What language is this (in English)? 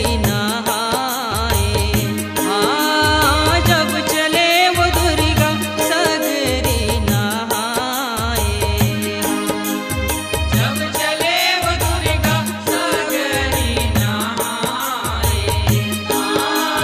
Chhattisgarhi